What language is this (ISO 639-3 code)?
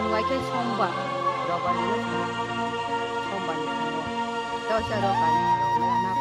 trp